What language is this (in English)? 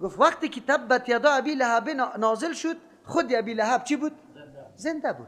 Persian